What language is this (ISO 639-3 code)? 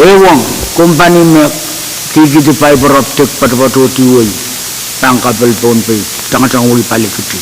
pon